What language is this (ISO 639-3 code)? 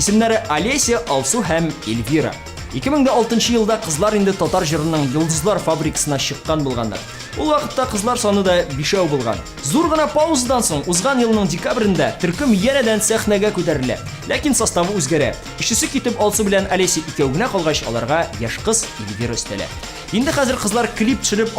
tat